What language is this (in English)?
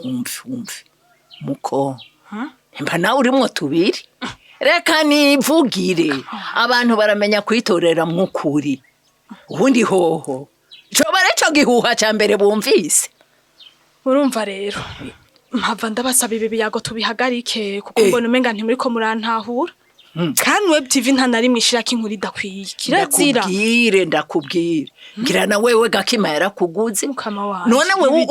Rundi